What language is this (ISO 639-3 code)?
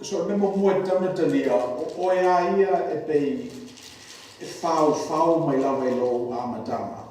smo